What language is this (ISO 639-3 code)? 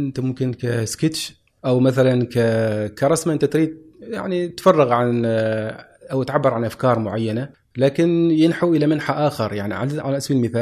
afb